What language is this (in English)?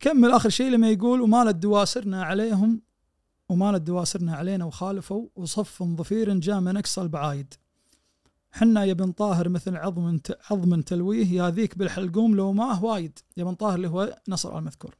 Najdi Arabic